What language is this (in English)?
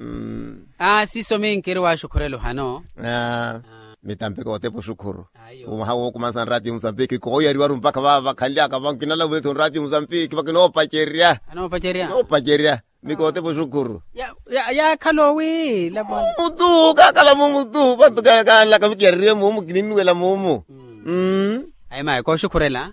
Makhuwa